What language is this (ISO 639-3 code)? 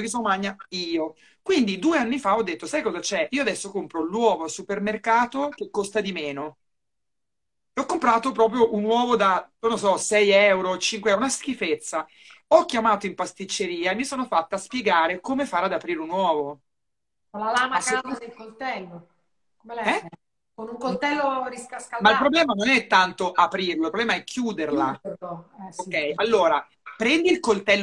ita